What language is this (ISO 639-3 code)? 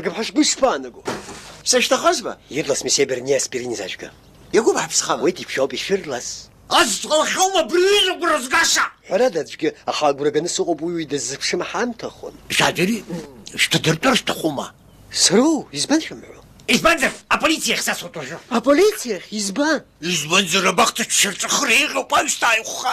abk